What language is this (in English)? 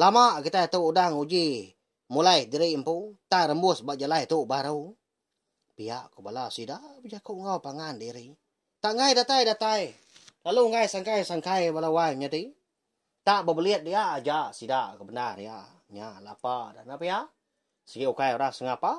Iban